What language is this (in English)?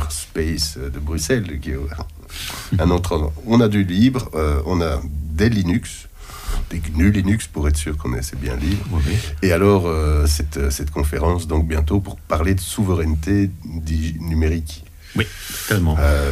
French